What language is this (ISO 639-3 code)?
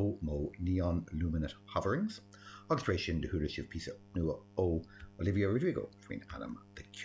gle